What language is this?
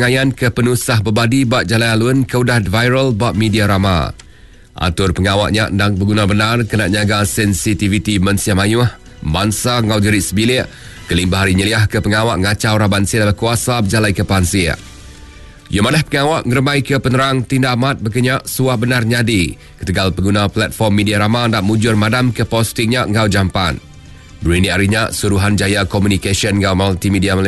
Iban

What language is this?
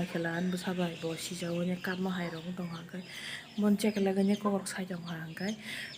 Kok Borok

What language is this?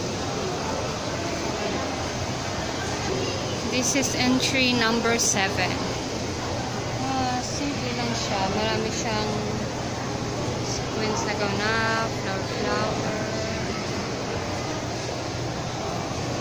Filipino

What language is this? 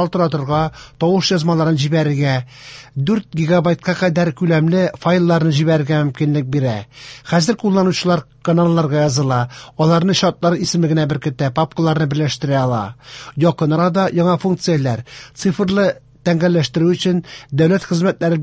Tatar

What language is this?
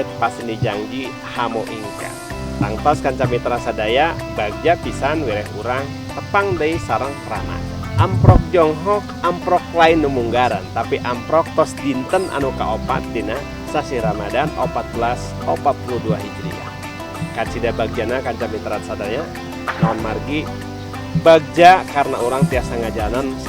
Sundanese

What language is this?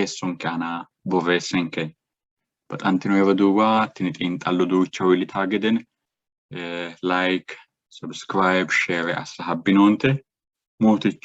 Sidamo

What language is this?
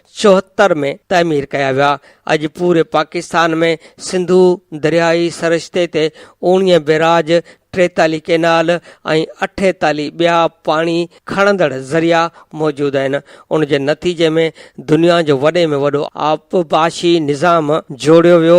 Sindhi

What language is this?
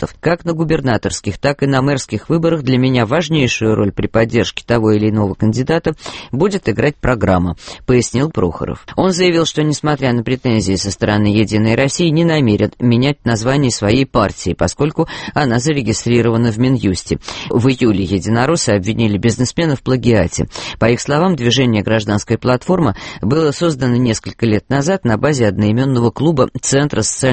Russian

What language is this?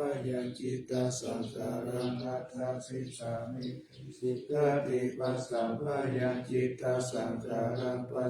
Pali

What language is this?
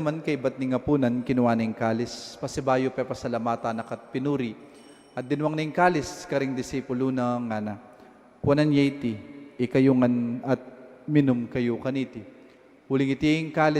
Pampanga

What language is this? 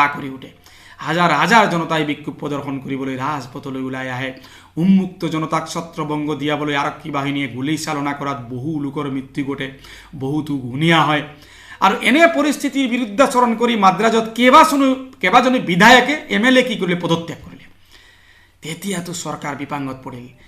Assamese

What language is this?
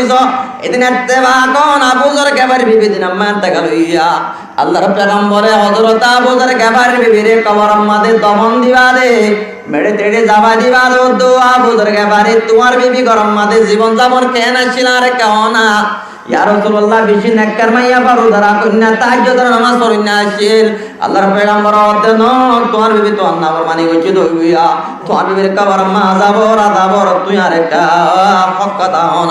Rohingya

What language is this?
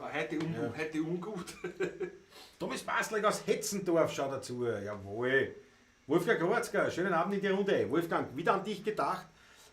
Bavarian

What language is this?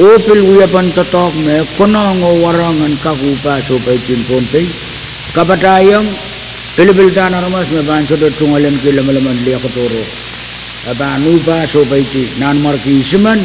Pohnpeian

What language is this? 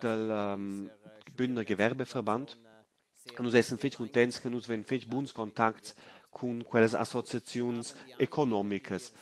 Romansh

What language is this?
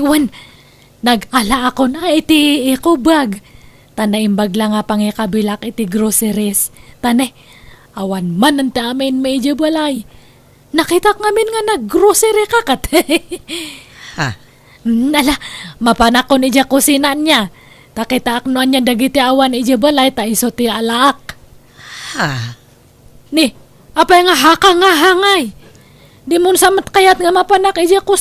Iloko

